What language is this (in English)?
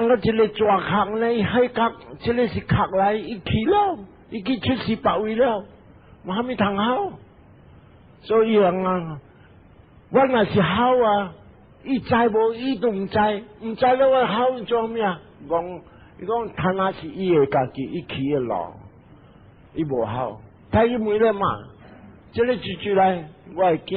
Min Nan Chinese